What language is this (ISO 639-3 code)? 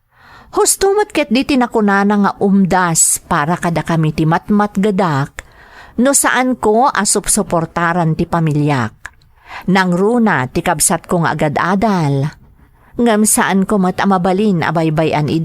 ilo